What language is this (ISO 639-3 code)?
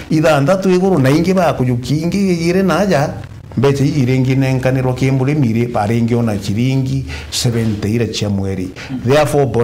mer